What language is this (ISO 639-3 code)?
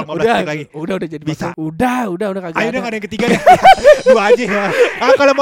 ind